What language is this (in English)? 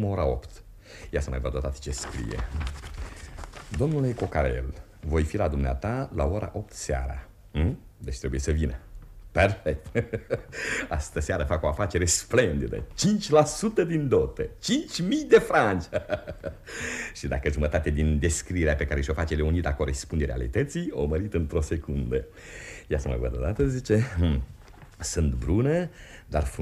Romanian